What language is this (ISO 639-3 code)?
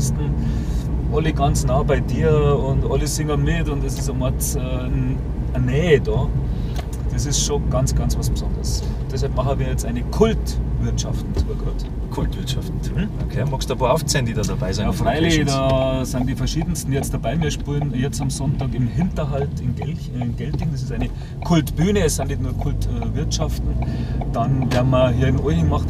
bar